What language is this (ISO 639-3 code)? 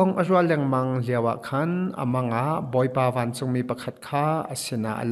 cnh